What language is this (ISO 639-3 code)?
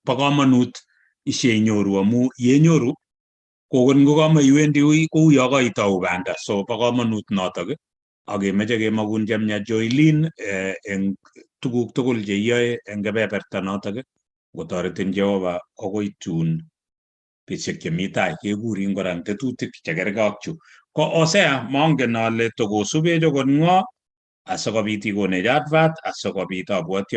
kln